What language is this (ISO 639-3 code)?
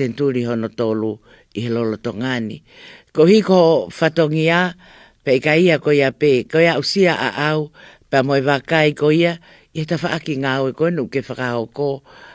ton